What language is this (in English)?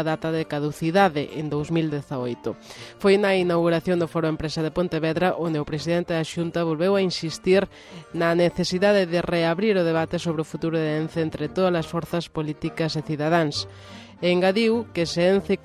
Galician